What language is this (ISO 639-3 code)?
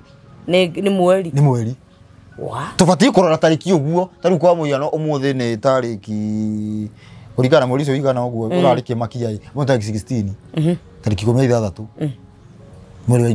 kik